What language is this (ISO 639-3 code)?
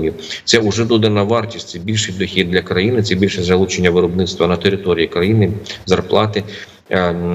ukr